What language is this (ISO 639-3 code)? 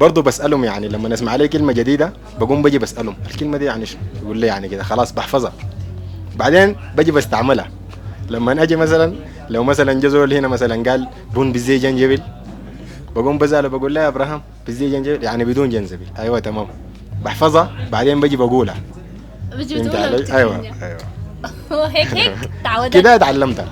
apd